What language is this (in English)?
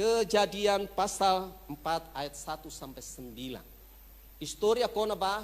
Tetum